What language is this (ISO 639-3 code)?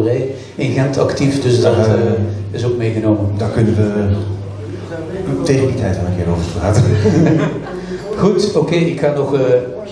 nld